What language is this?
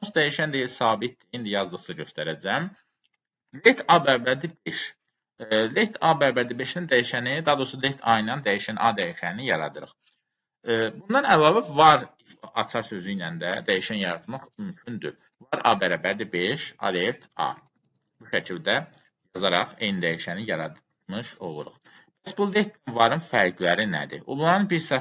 Azerbaijani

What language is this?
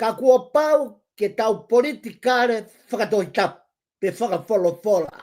Tongan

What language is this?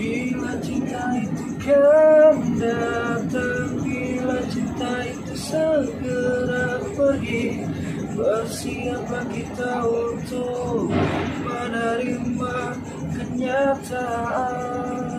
Betawi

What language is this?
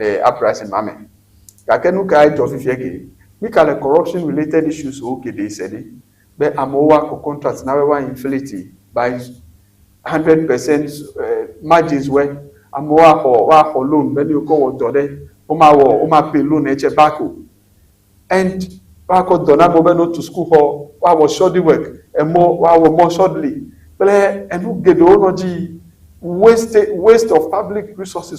Ewe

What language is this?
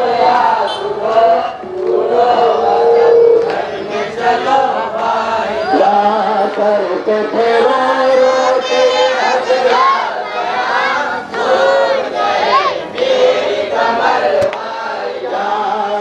Urdu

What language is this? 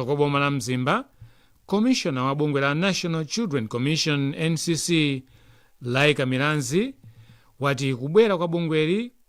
Nyanja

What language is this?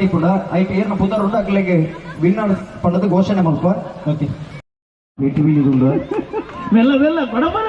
Tulu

